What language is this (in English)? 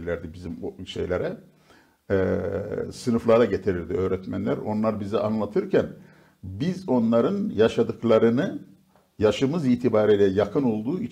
Turkish